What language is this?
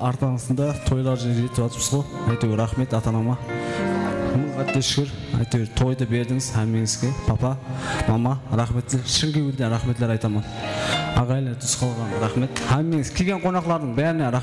Kara-Kalpak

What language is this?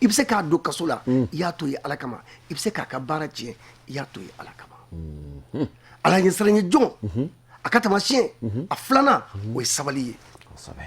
Bambara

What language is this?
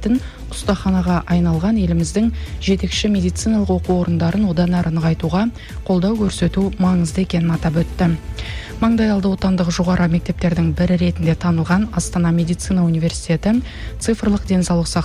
Kazakh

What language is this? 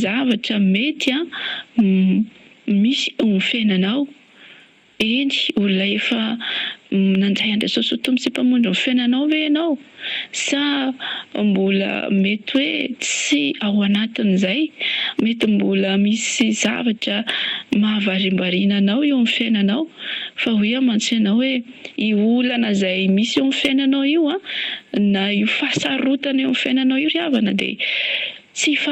Malagasy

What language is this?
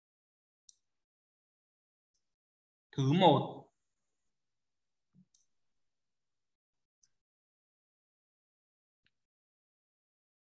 Vietnamese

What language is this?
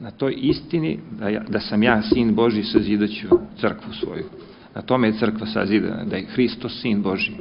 Serbian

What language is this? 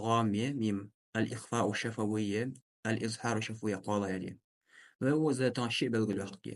Ingush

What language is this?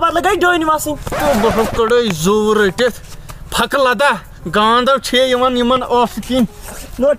Kashmiri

